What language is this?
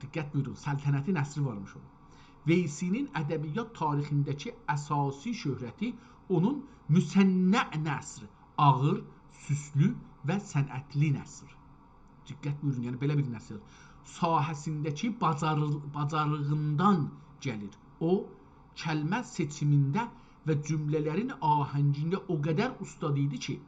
South Azerbaijani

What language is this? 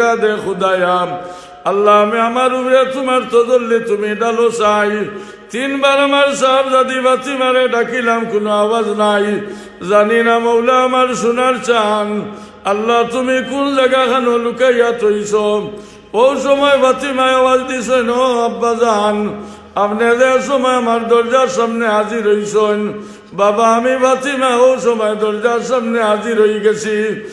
Sylheti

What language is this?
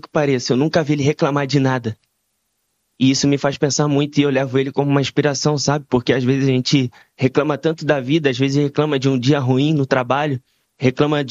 Portuguese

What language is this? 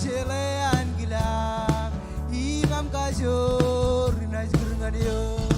Marshallese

